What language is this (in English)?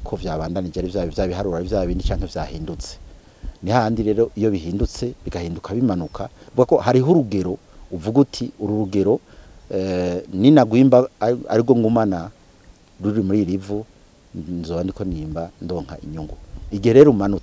Rundi